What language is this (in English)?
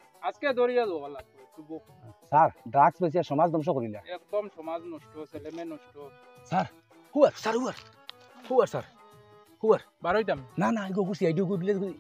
Sylheti